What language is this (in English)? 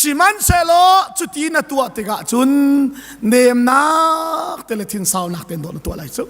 Hakha Chin